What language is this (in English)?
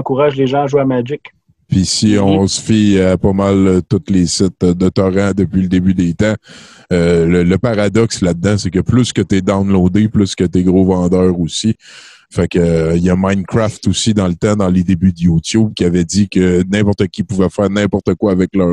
French